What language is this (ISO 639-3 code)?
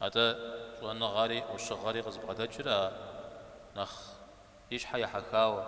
kbd